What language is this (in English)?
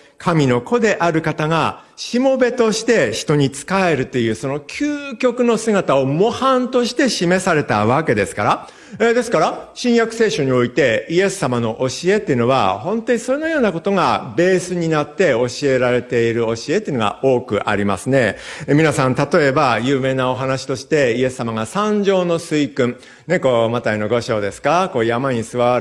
Japanese